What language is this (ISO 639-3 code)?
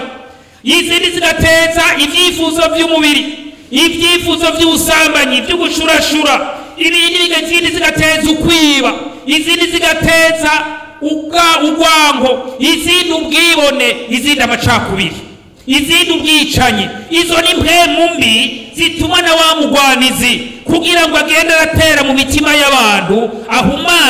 run